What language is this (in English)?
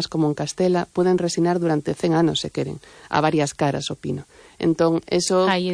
Galician